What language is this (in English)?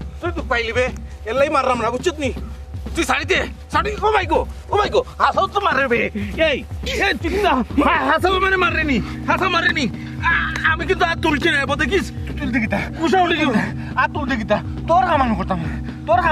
Sylheti